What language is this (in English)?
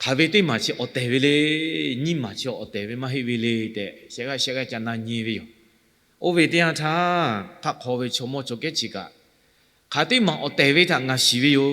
Lahu